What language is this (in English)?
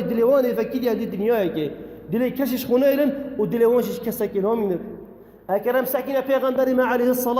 Kurdish